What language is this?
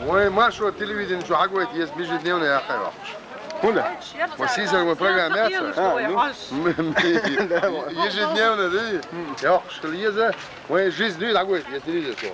Chechen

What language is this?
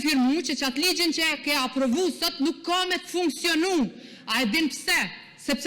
Albanian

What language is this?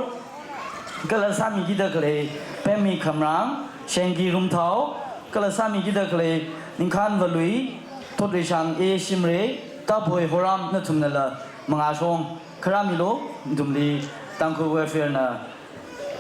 Tangkhul Naga (India)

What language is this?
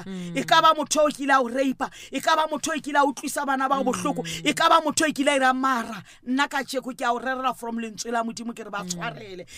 Southern Sotho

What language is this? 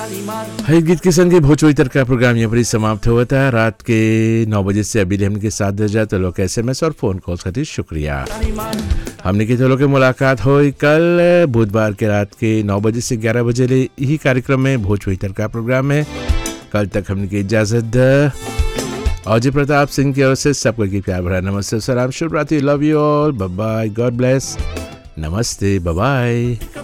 Bhojpuri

